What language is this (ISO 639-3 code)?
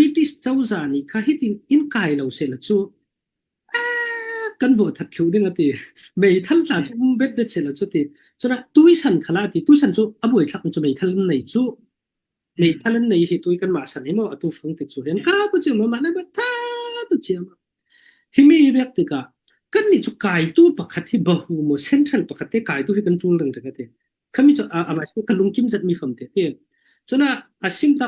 cfm